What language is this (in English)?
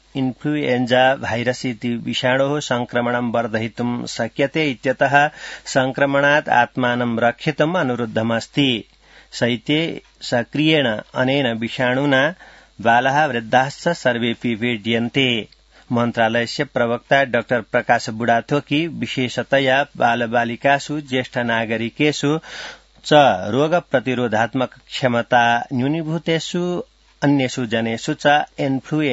Sanskrit